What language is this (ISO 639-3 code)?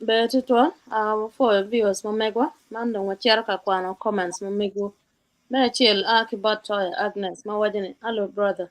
ach